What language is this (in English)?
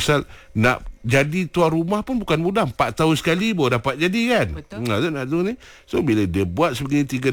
Malay